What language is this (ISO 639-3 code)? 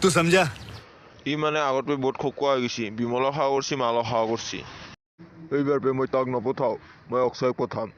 asm